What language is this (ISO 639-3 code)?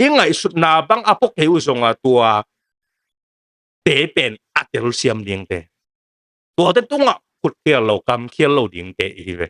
ctd